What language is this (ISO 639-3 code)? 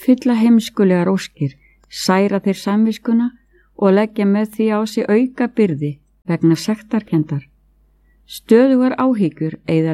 isl